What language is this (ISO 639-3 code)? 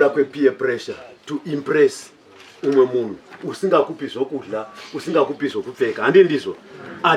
sna